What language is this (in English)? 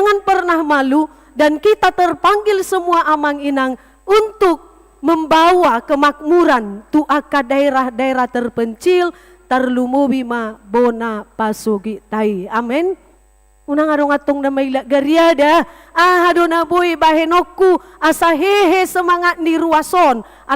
Batak Toba